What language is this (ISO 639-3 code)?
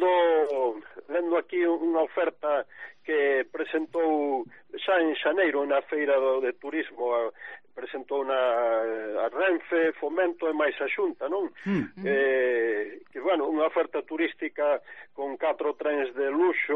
glg